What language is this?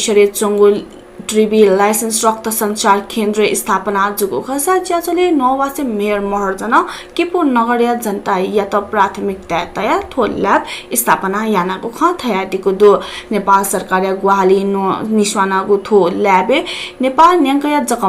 Newari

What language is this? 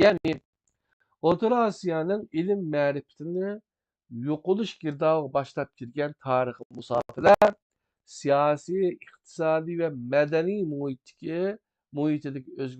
Uyghur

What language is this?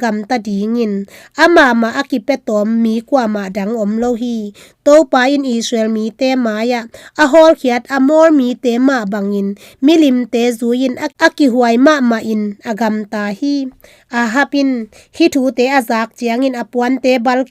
Tedim Chin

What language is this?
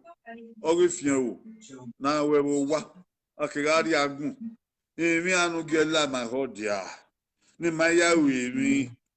Bini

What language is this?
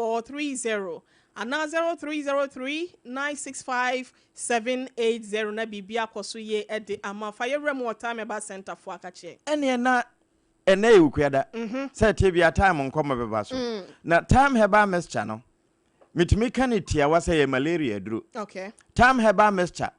Akan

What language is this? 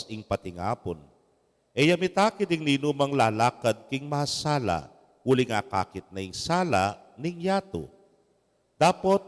Pampanga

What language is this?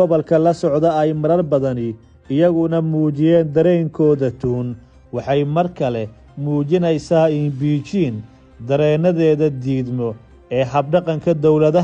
Somali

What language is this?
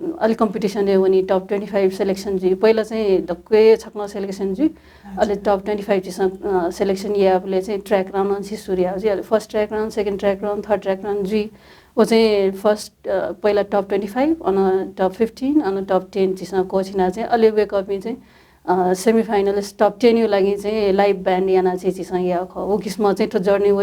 Newari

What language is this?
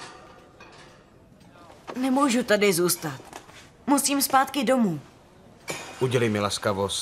Czech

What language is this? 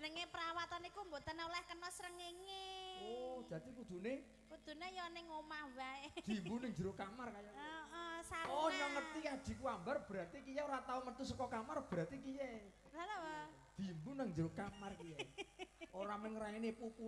Javanese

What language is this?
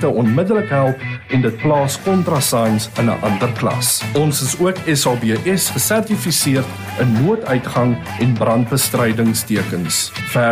Afrikaans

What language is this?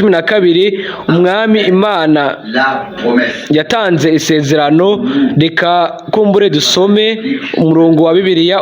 Rundi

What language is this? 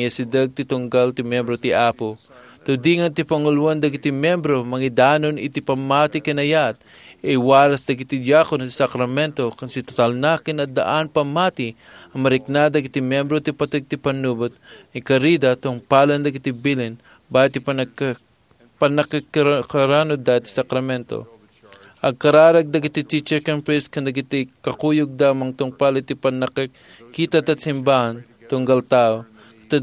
Iloko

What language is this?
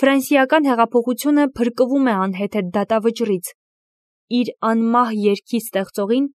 Armenian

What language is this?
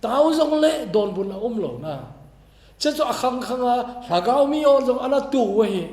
Thado Chin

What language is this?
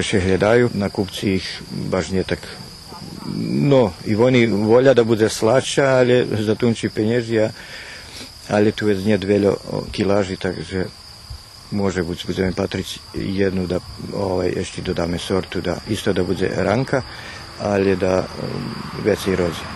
Rusyn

